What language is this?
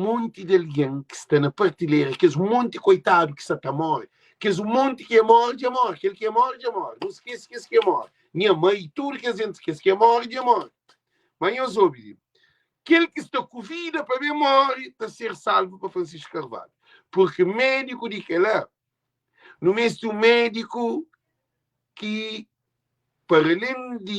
Kabuverdianu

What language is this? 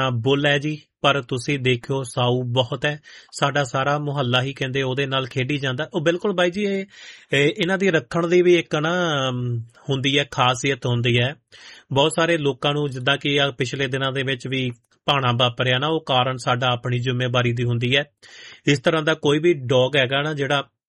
Punjabi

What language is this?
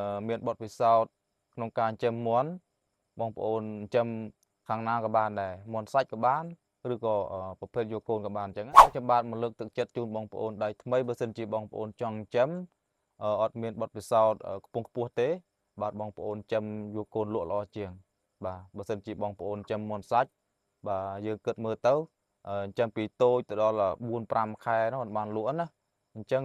Khmer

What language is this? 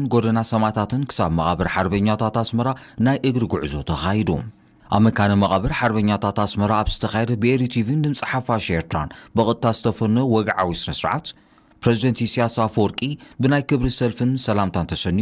Tigrinya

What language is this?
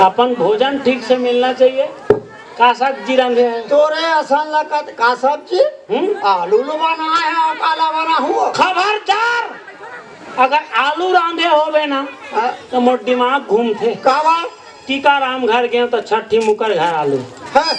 Chhattisgarhi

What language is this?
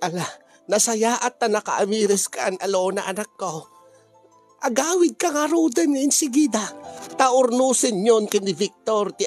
Iloko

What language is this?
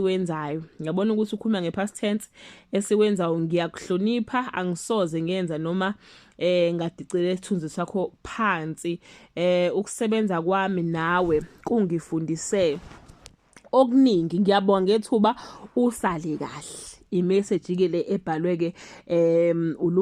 Zulu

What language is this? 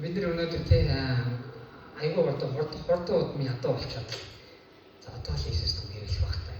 Mongolian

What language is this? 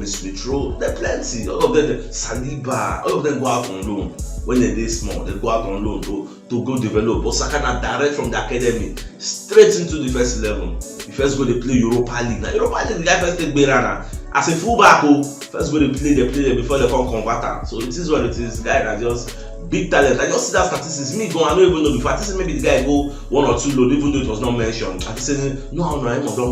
Nigerian Pidgin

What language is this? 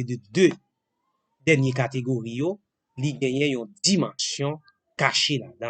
Haitian Creole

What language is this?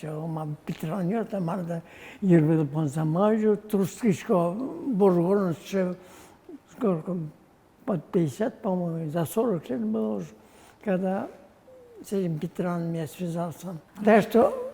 Udmurt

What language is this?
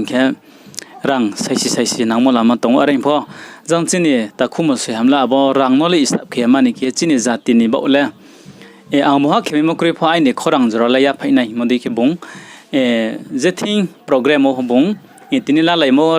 Riang (India)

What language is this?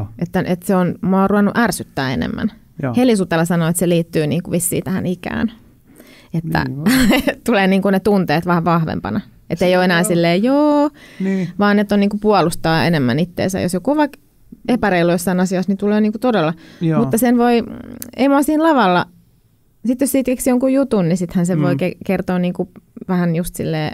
Finnish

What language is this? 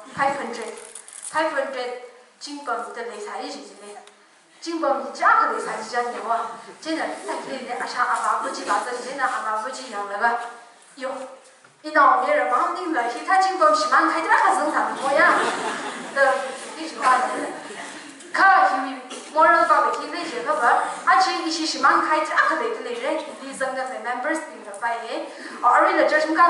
Tangkhul Naga (India)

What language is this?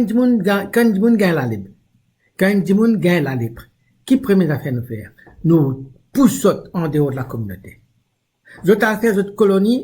Morisyen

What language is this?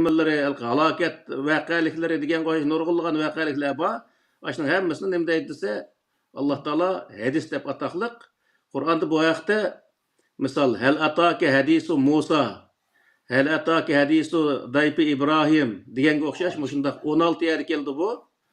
Uyghur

